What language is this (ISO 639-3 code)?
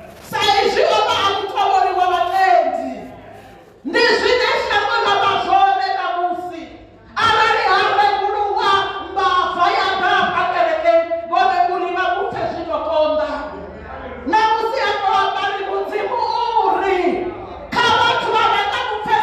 ven